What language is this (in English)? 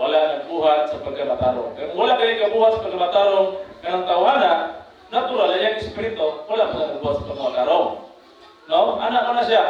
Cebuano